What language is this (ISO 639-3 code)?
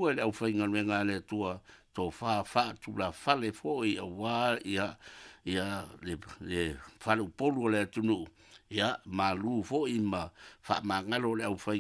smo